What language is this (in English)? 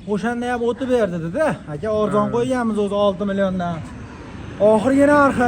Uzbek